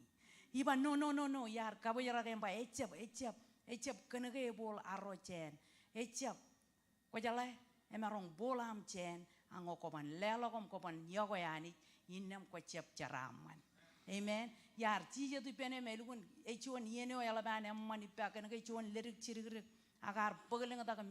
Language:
Marshallese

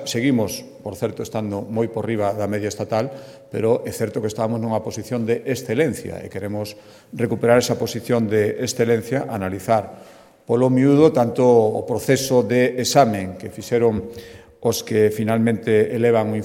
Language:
Galician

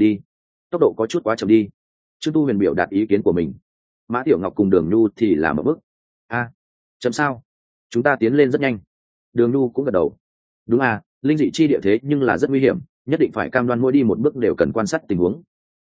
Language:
Vietnamese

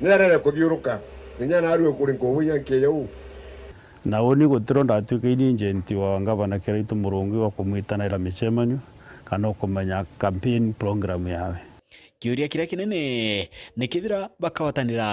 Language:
Meru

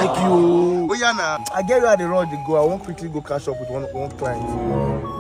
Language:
Nigerian Pidgin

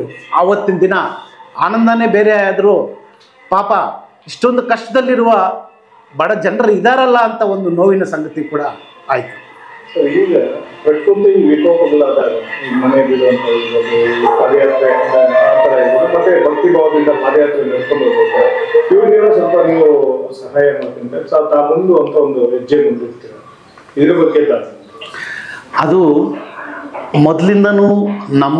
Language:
Kannada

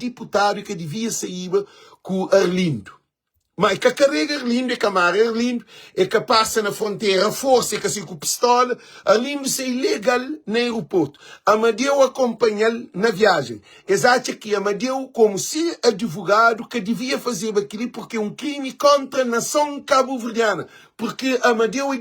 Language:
Kabuverdianu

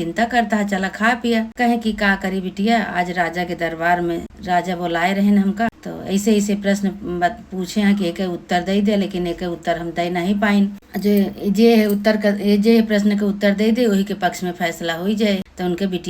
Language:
Awadhi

